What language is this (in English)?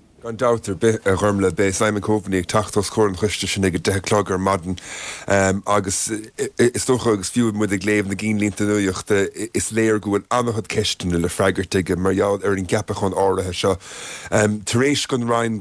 Irish